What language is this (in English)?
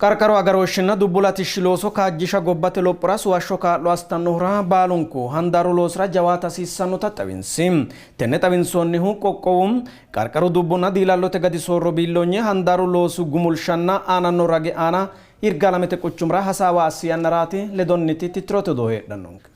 Sidamo